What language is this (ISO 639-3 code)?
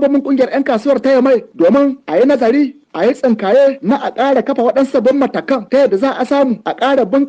hau